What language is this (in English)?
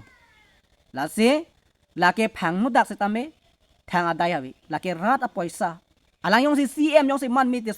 Karbi